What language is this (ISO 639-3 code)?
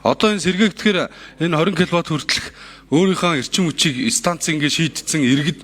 mon